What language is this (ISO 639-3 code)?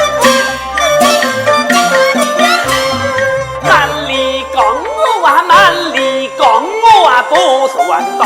cpx